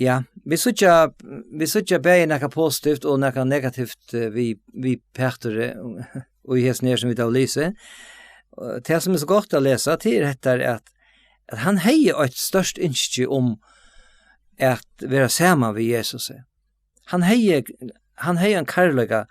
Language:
Faroese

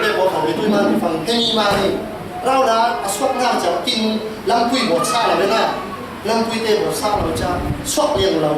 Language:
Falam Chin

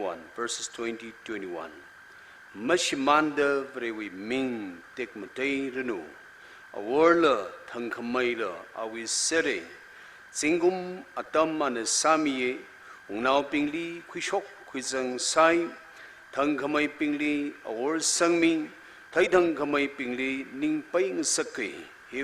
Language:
Tangkhul Naga (India)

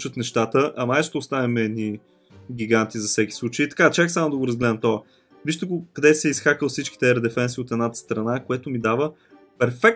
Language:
Bulgarian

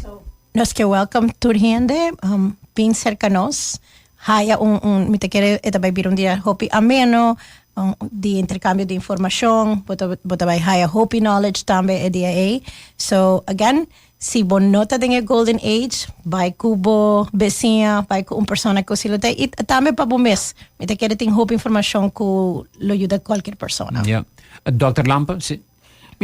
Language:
Papiamento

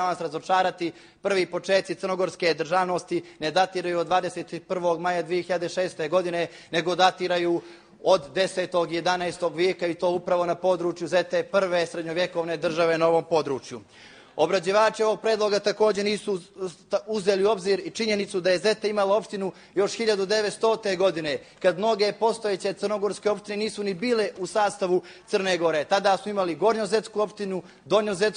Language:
Bosnian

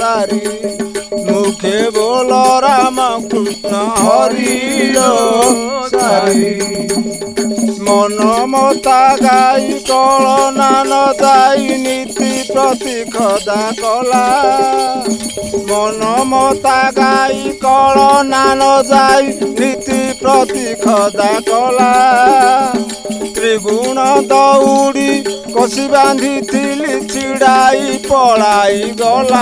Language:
Odia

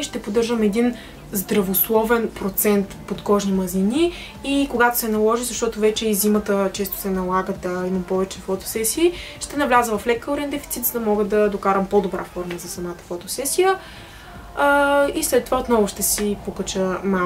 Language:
Bulgarian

